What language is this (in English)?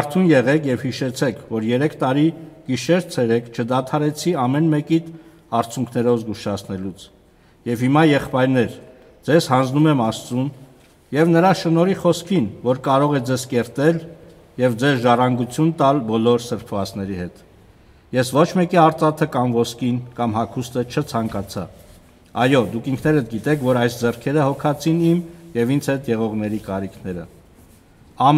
Armenian